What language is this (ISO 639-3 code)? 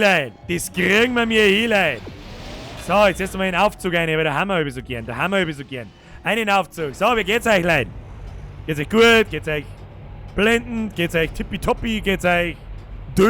bar